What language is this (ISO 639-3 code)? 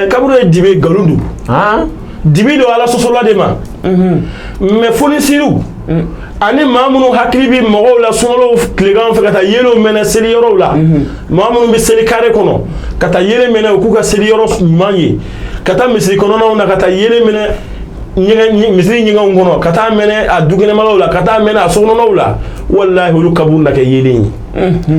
bam